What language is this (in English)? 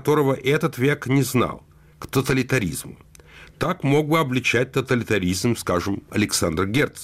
Russian